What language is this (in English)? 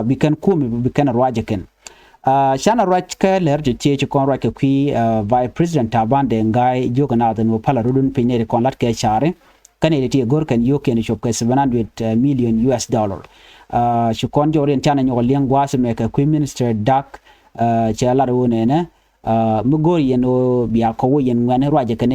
Nuer